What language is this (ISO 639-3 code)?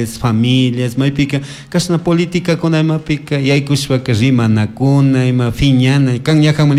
qug